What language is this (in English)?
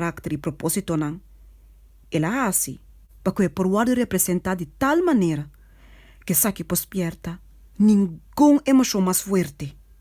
Papiamento